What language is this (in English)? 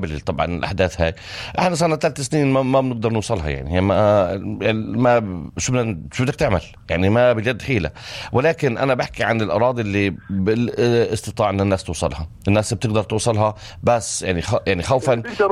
North Levantine Arabic